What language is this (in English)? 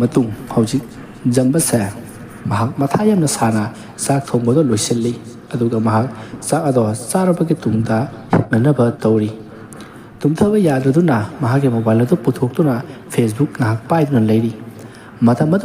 Manipuri